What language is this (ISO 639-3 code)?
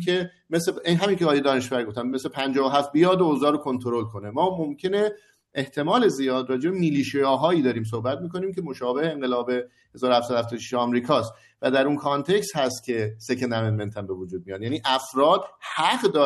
fas